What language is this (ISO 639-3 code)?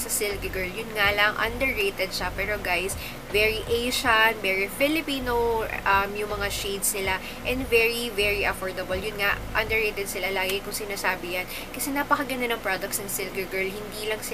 fil